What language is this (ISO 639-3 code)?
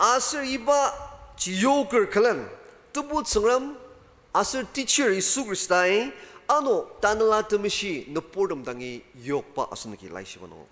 njo